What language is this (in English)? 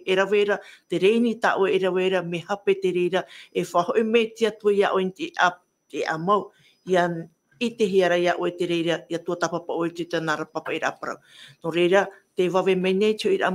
Tahitian